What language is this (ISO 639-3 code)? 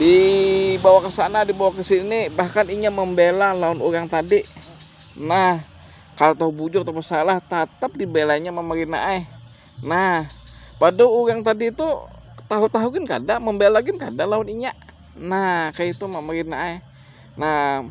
bjn